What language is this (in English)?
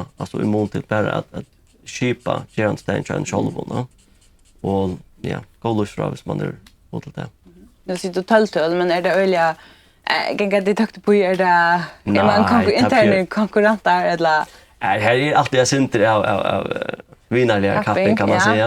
Faroese